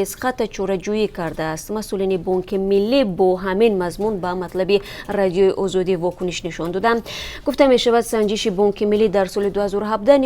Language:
Tajik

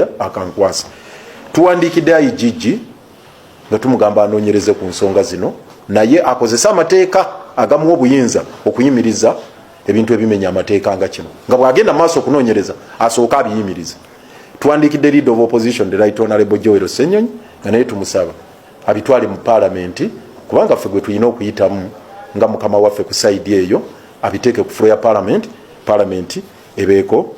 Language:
Ganda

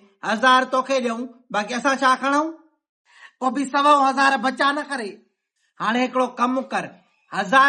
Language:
Sindhi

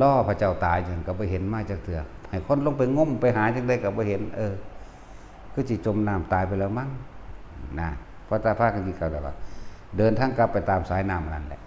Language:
Northeastern Thai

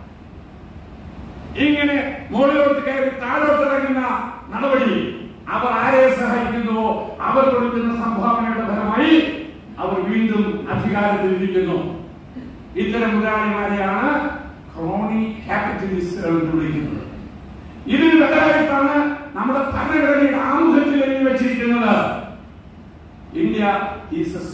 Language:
Malayalam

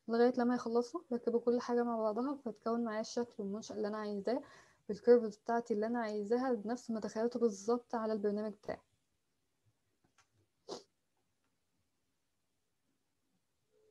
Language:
Egyptian Arabic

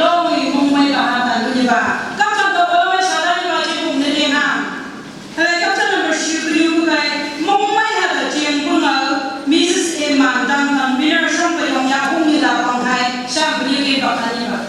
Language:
Phom Naga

